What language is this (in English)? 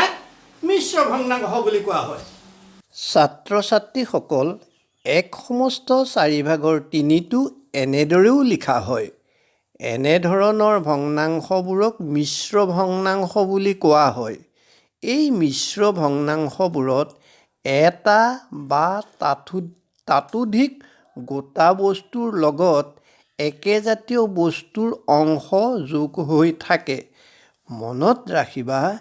Assamese